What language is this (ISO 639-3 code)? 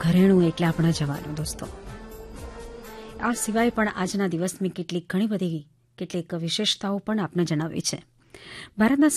guj